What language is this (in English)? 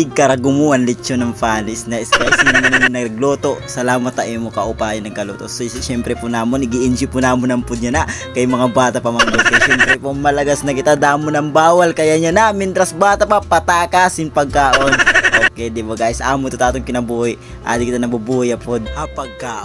Waray